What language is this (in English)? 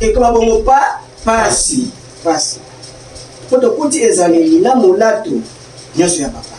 Lingala